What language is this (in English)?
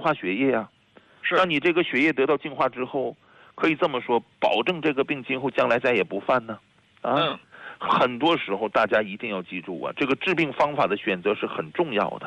Chinese